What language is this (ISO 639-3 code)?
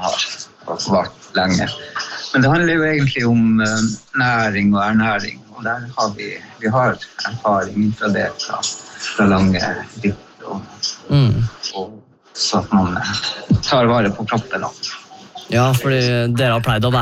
nor